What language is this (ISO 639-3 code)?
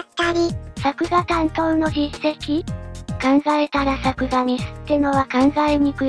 jpn